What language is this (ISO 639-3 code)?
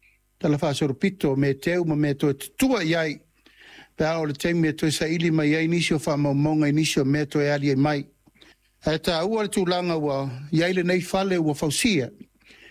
smo